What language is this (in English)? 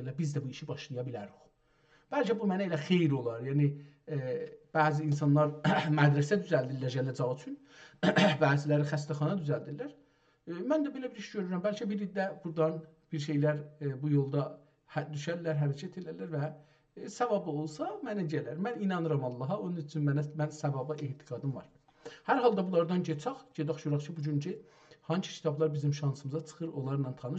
South Azerbaijani